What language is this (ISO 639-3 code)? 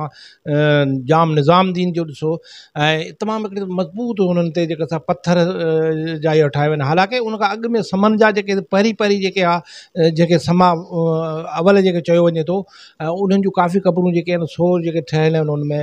snd